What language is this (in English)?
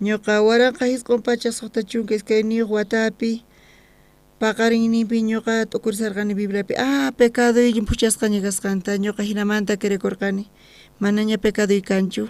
South Bolivian Quechua